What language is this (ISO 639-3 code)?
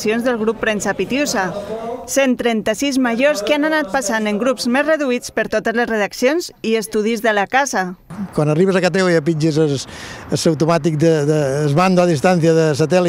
cat